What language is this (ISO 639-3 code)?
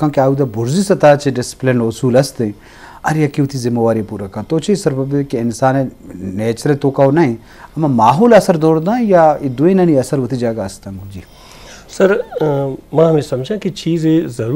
bgp